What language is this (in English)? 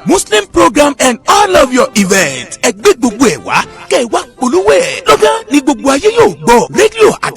Yoruba